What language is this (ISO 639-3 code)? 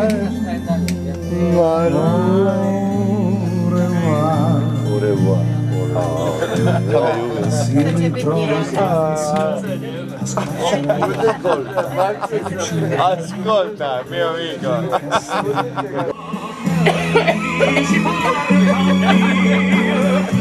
hrv